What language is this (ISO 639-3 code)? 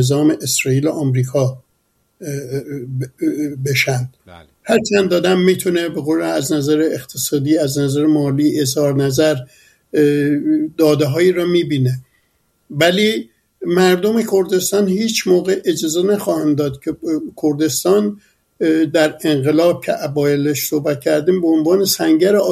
fas